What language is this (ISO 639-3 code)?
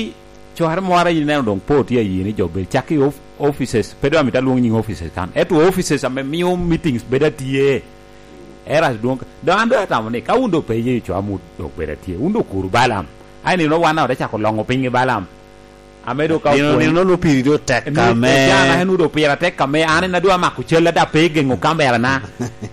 laj